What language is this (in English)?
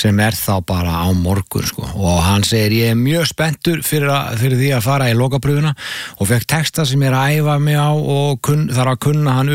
Icelandic